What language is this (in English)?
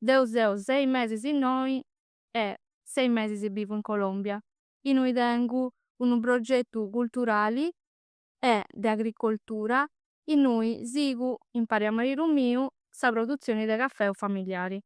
Sardinian